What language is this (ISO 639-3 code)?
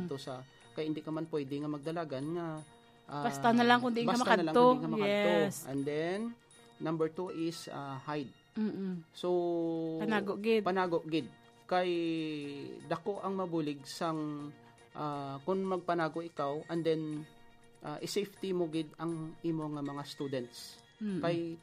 hil